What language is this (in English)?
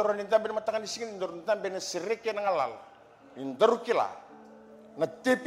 Fijian